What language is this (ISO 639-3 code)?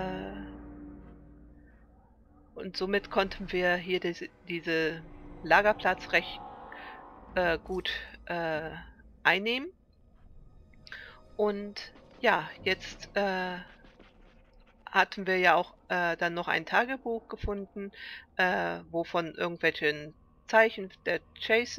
deu